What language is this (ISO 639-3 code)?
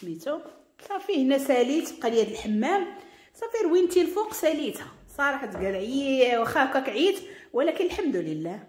ary